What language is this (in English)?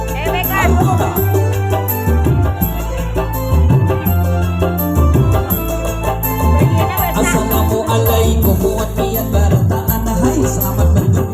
Banjar